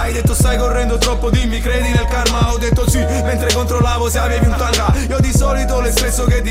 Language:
Italian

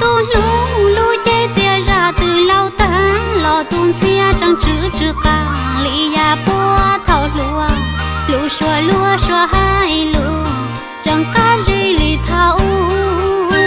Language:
Hmong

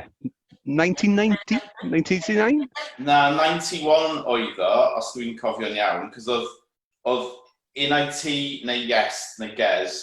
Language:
Welsh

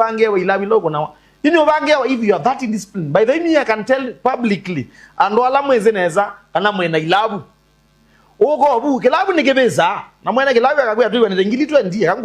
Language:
Kamba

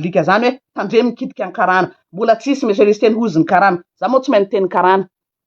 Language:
Malagasy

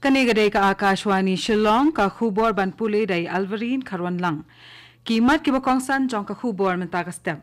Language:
Khasi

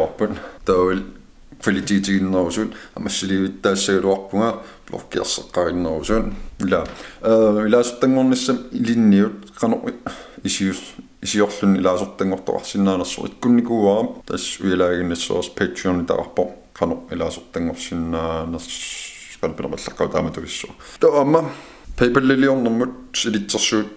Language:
Kalaallisut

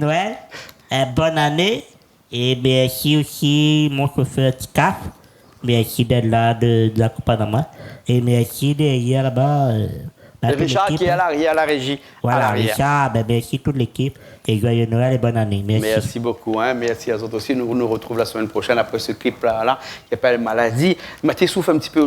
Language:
Réunion Creole French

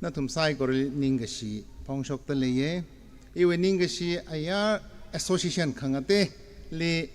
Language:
Tangkhul Naga (India)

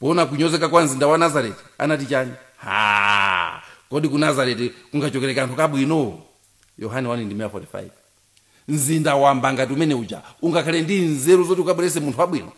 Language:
Nyanja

